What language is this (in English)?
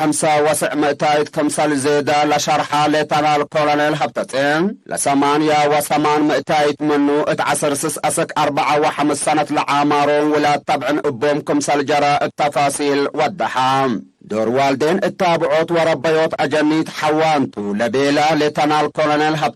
Tigre